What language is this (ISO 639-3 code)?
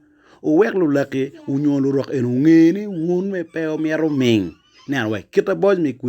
ach